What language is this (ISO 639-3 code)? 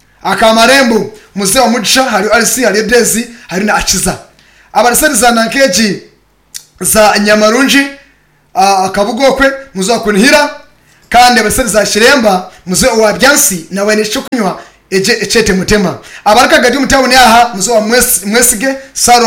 nyn